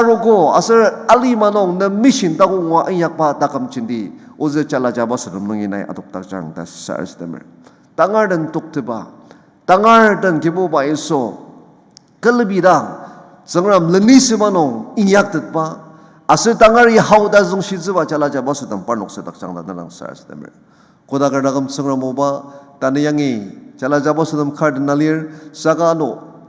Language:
Ao Naga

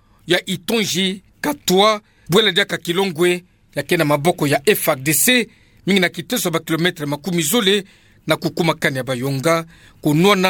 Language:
Kituba (Democratic Republic of Congo)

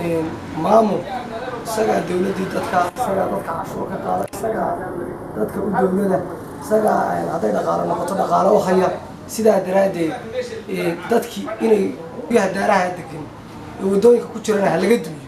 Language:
Somali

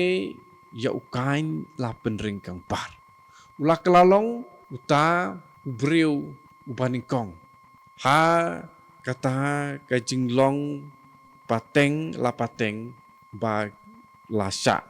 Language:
Khasi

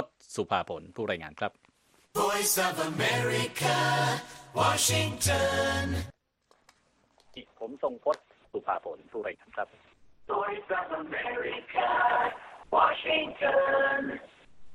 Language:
Thai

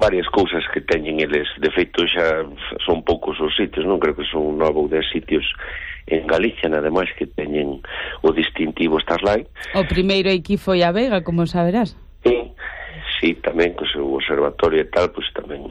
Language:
Galician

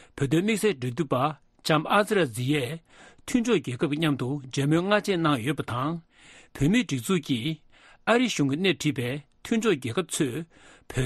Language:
Tibetan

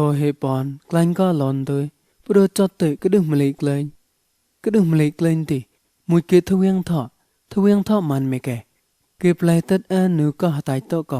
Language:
Mon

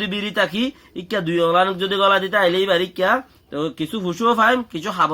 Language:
Rohingya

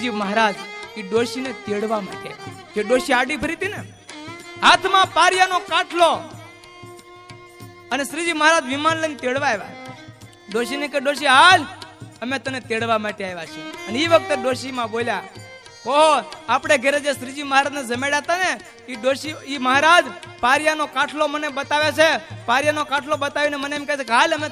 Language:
Gujarati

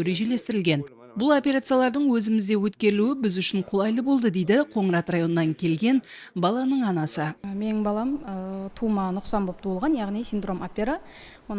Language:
Kara-Kalpak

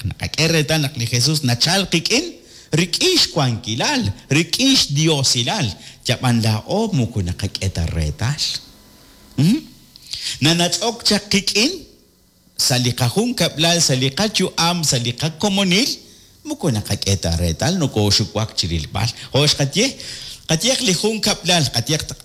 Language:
Kekchí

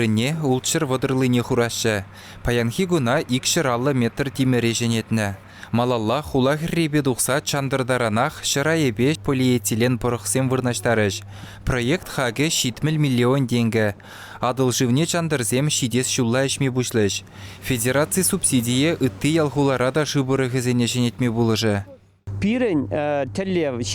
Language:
Chuvash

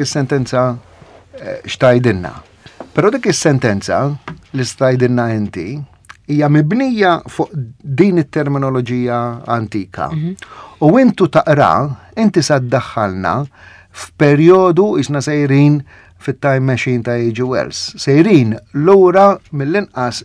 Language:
Maltese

